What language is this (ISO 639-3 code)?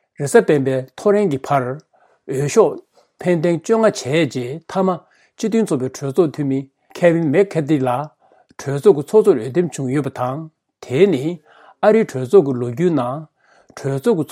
bod